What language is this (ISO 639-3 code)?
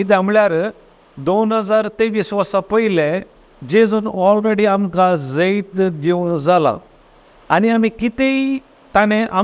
kok